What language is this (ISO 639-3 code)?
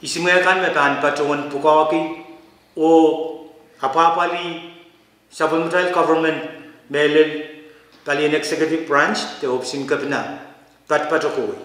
pon